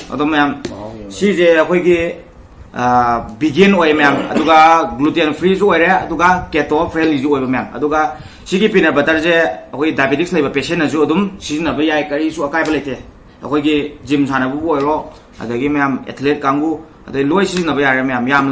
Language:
Manipuri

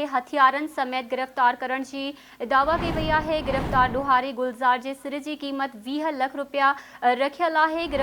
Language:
Sindhi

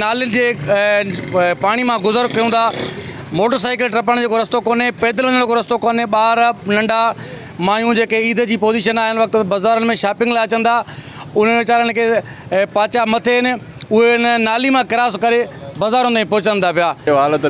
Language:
Sindhi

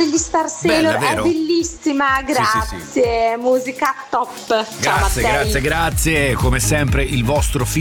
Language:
Italian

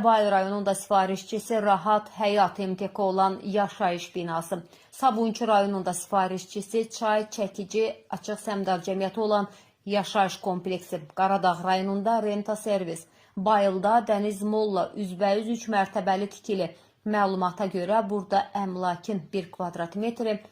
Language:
Azerbaijani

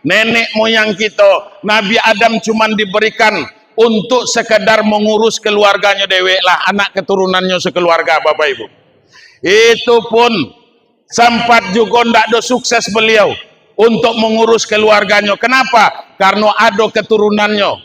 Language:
Minangkabau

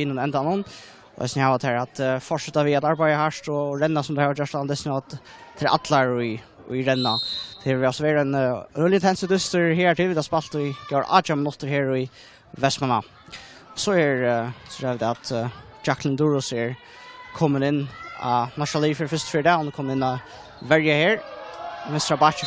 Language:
Faroese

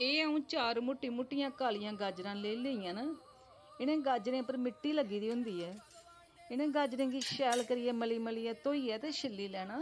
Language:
Dogri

